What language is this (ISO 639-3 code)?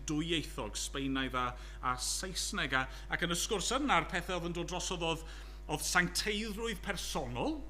cym